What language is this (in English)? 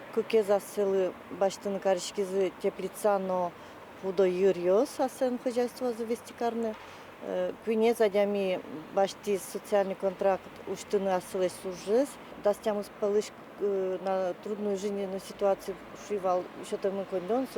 Udmurt